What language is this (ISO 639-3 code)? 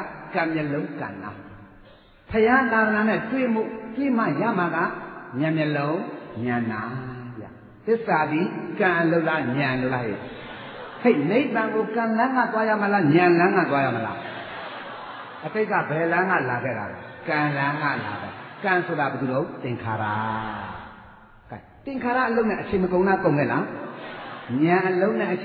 mya